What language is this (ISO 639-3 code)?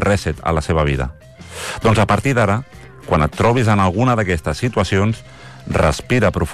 cat